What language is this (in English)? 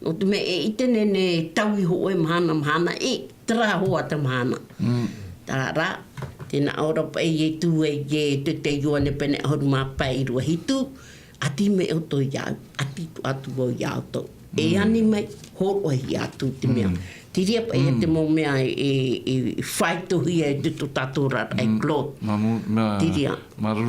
Tahitian